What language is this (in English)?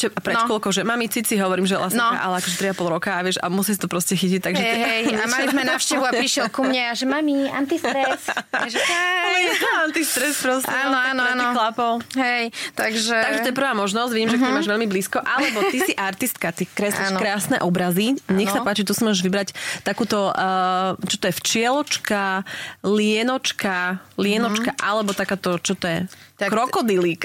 Slovak